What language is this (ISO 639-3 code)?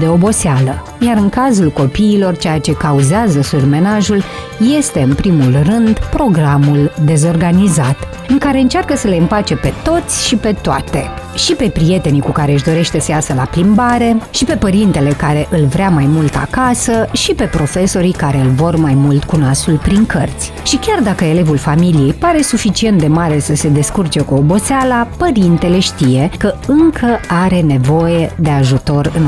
ron